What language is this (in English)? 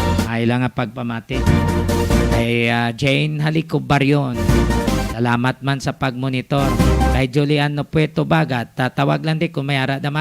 Hiligaynon